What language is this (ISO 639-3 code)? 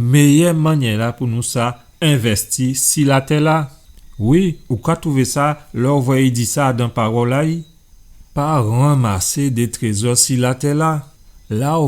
gcf